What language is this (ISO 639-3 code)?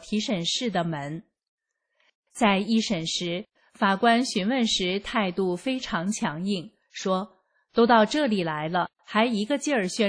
zho